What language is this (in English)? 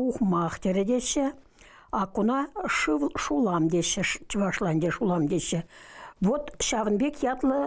Chuvash